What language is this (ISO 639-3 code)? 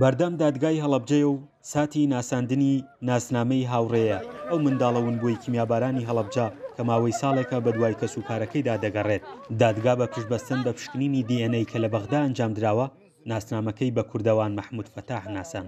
ckb